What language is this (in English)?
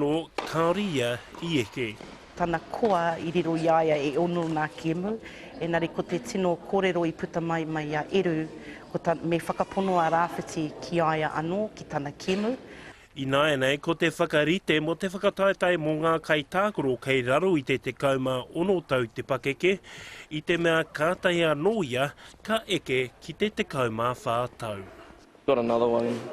Māori